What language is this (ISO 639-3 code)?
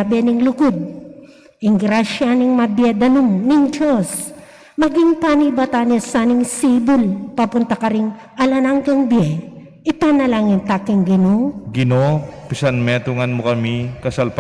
pam